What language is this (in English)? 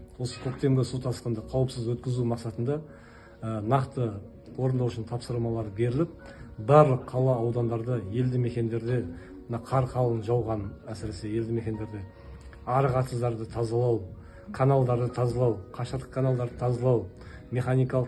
Kazakh